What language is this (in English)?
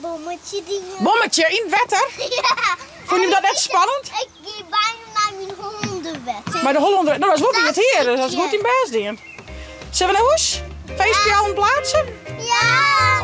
Western Frisian